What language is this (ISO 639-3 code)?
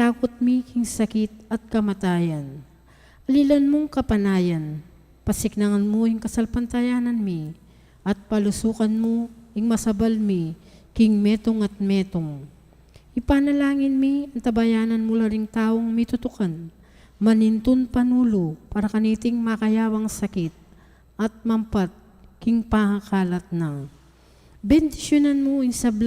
pam